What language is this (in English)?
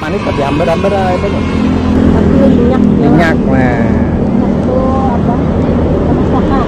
Banjar